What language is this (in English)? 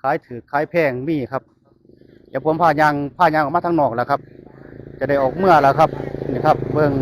Northeastern Thai